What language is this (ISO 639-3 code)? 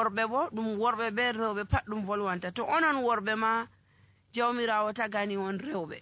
fuv